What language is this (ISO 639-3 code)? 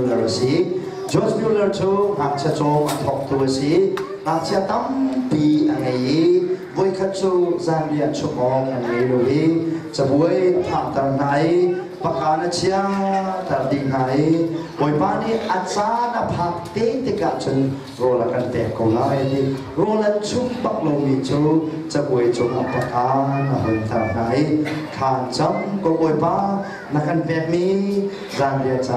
cnh